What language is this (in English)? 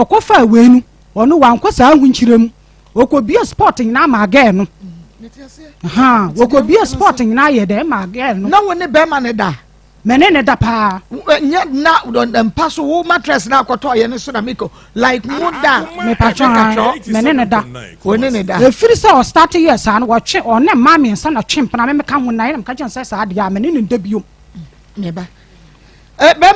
Akan